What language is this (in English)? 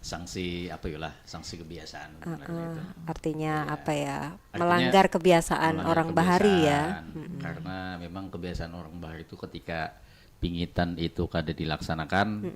Banjar